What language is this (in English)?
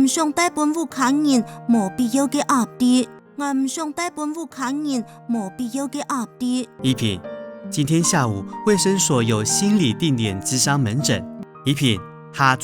Hakka Chinese